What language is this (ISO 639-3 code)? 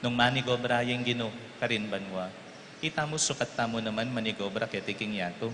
pam